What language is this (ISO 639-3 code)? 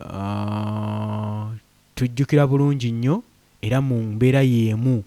lug